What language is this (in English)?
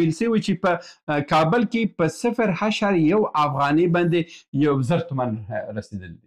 Pashto